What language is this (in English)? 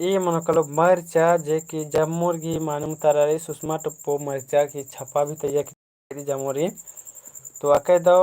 Kurukh